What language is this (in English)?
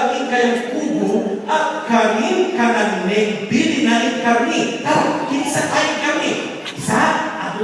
Pampanga